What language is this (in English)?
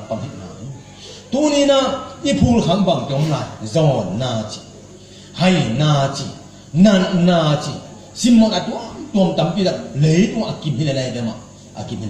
Tedim Chin